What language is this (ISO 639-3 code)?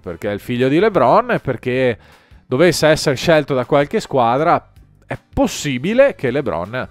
ita